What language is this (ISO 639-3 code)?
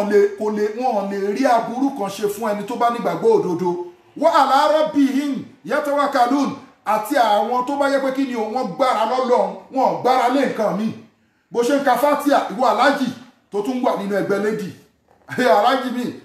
yor